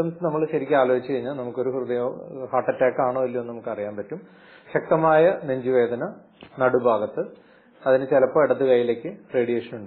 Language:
Malayalam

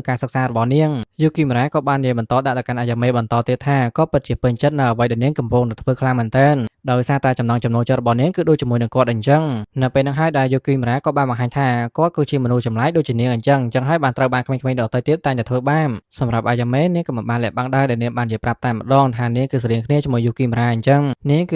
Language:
Khmer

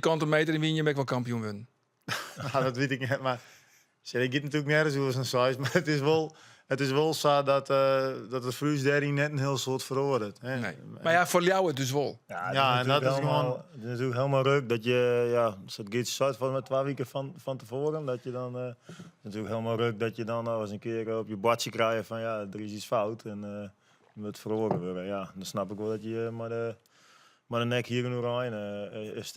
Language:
Western Frisian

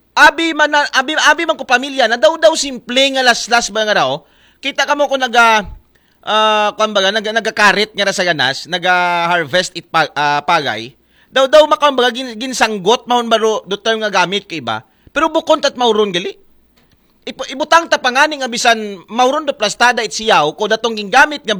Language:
Aklanon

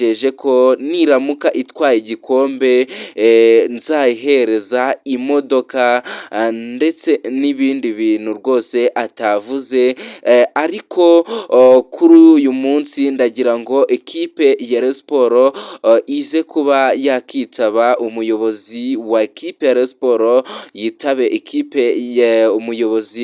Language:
Kinyarwanda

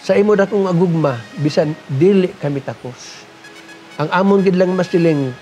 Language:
Hiligaynon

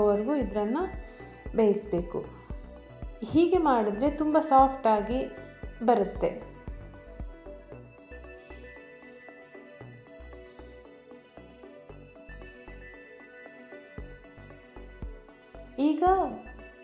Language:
Kannada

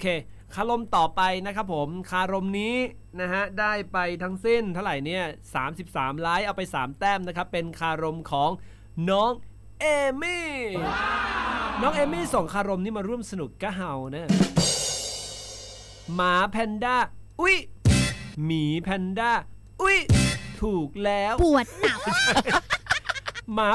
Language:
Thai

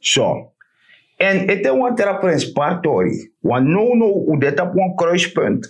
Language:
Sranan Tongo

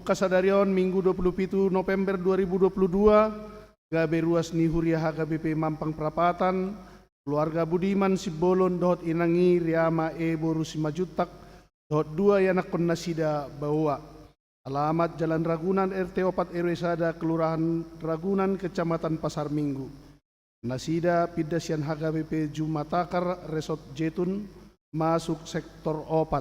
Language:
Batak Toba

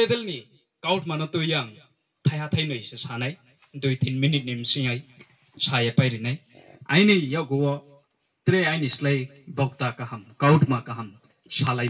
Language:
Riang (India)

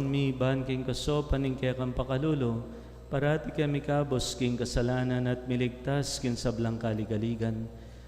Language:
Pampanga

